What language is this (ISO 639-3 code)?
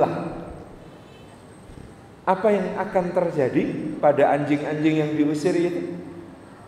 ind